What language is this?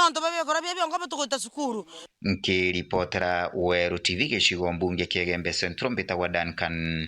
Meru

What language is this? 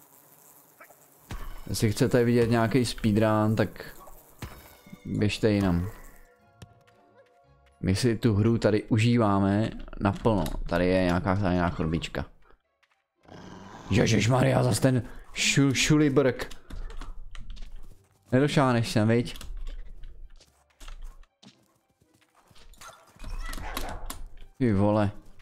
Czech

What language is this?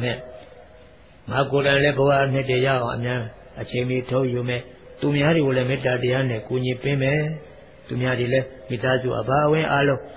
Burmese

